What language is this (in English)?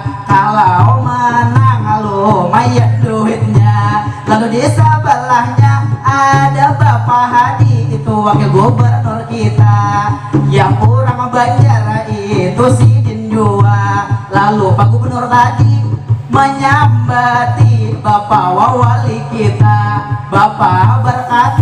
Banjar